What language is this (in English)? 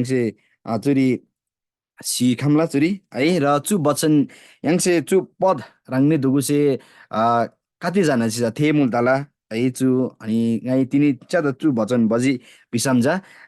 Eastern Tamang